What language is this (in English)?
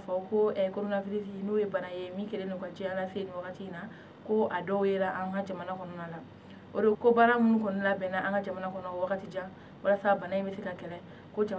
Bambara